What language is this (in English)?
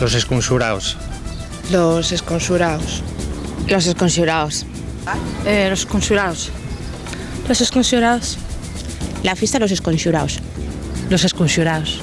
Asturian